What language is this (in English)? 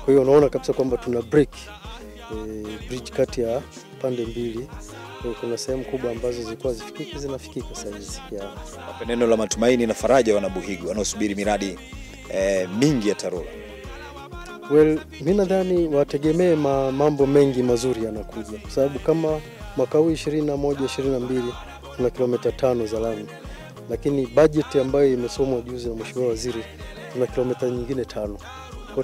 Swahili